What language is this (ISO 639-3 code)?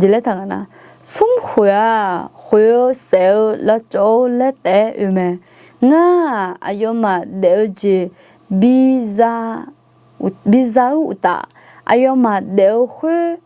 ahk